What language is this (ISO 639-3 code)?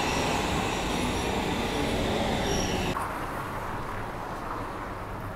fin